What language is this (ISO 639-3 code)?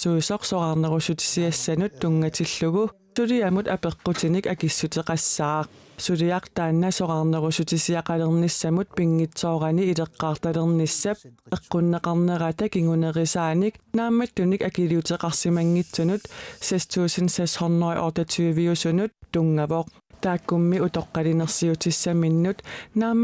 kal